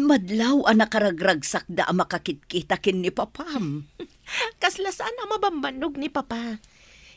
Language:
Iloko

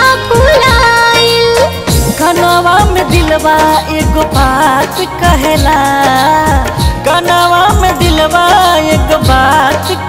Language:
Bhojpuri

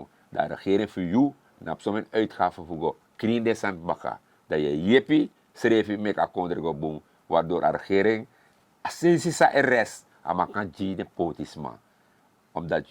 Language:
Sranan Tongo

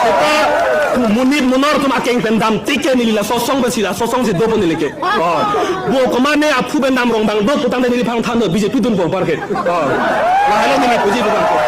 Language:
Karbi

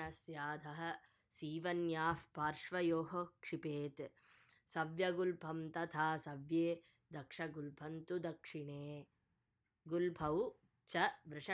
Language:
Sanskrit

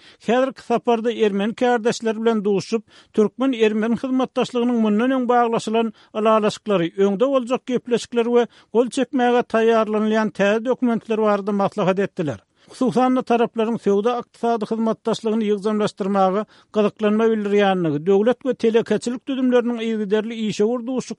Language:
Turkmen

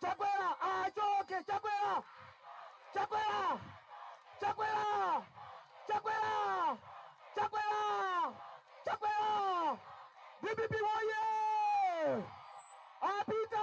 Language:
Nyanja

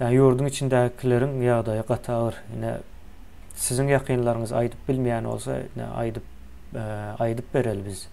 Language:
Turkmen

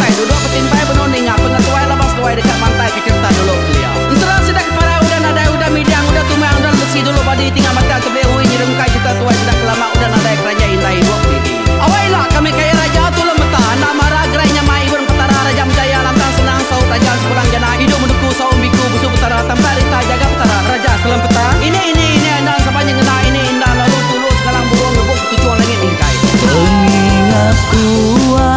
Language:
Iban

